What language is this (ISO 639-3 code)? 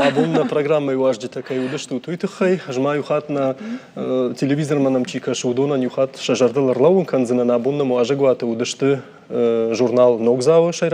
oss